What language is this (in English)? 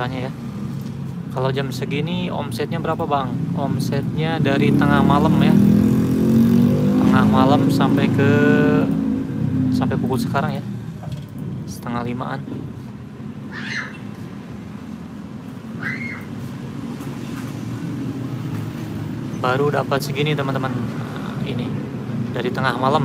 Indonesian